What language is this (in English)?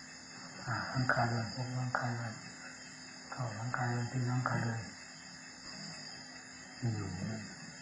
Thai